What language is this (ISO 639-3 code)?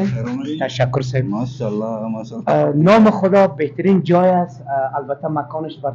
fas